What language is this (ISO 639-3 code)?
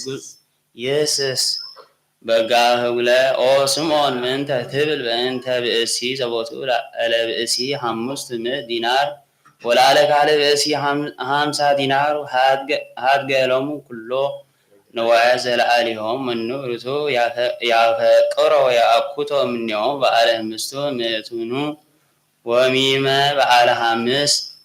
gez